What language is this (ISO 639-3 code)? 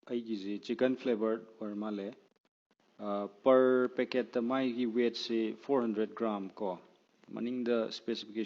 mni